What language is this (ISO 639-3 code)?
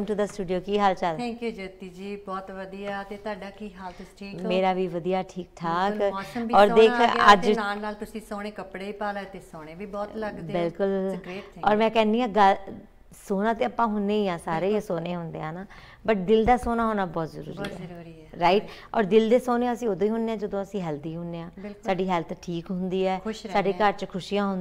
pan